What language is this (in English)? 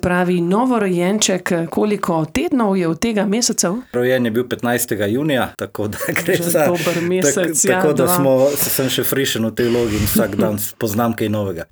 Slovenian